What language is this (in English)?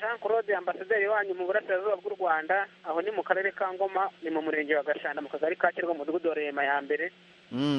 Kinyarwanda